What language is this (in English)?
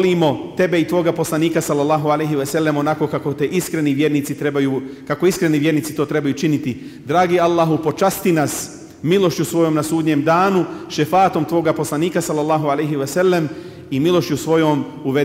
Bosnian